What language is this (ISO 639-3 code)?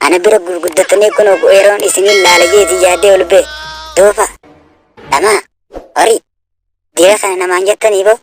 orm